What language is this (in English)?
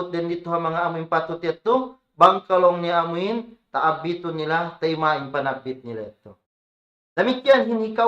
Tausug